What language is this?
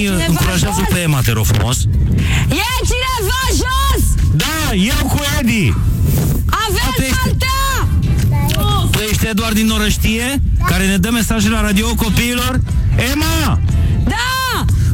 Romanian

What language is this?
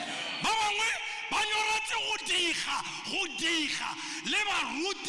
Tswana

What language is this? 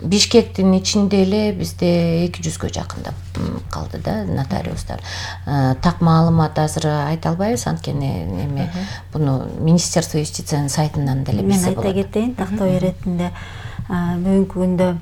Kyrgyz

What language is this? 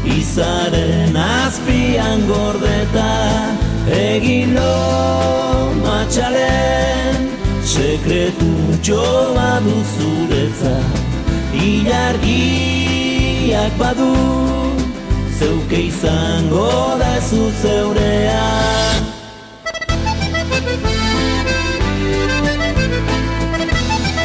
Basque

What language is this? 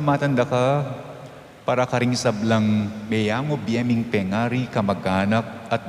Pampanga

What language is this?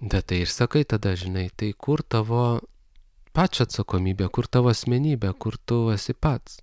Lithuanian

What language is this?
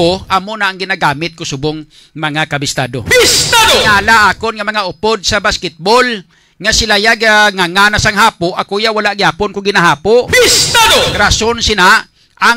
Hiligaynon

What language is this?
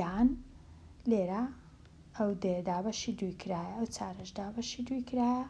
Central Kurdish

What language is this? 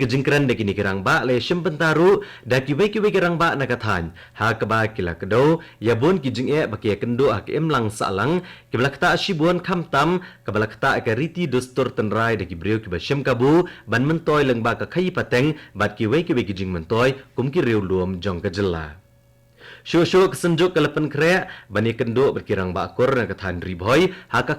Khasi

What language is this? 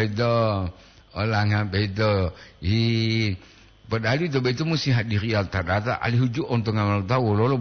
Gorontalo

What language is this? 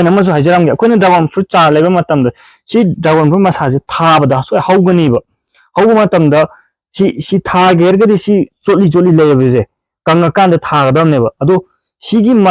Manipuri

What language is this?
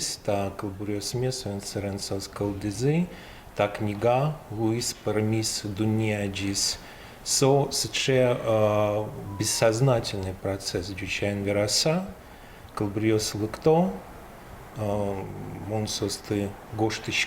Udmurt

